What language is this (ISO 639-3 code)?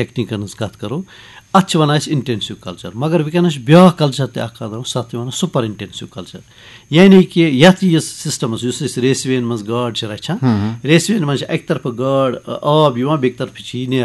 kas